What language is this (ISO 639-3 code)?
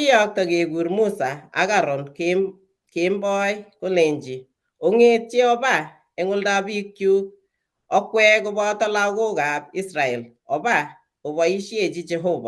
kln